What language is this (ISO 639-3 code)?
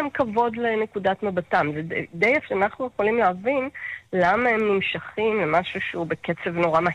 heb